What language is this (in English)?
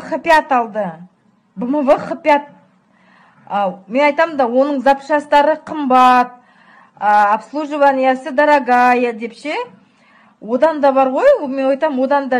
Kazakh